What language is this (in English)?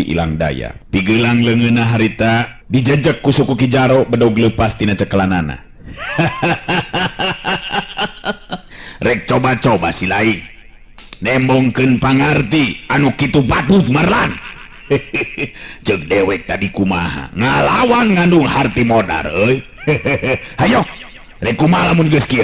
Sundanese